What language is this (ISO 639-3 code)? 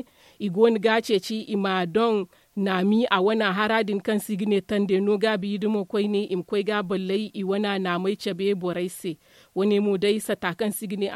dje